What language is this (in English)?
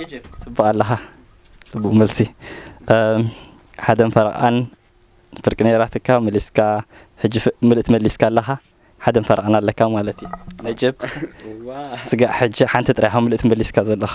Tigrinya